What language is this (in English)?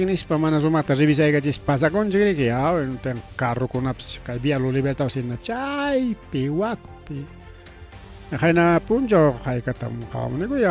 Ayacucho Quechua